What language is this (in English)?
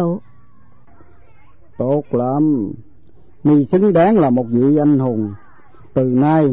Vietnamese